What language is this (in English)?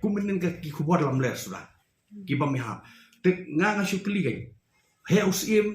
Khasi